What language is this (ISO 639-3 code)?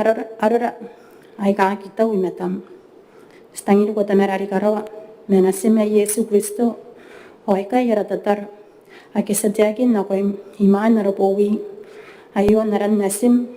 gil